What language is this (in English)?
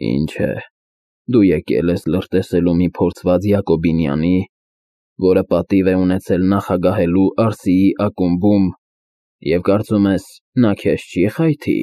Armenian